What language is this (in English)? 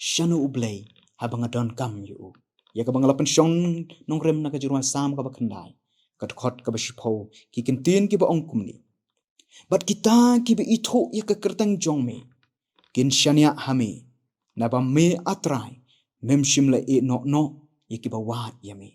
Khasi